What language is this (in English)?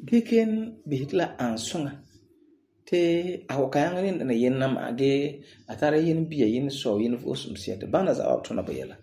Frafra